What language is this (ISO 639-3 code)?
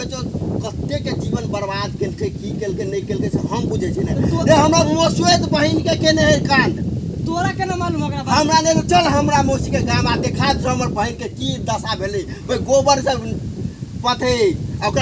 mai